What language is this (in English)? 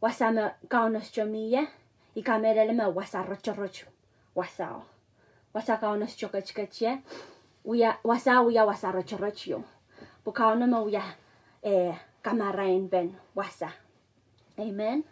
Pohnpeian